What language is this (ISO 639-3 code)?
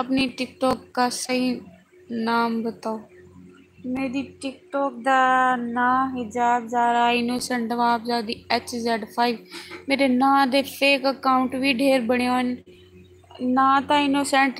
skr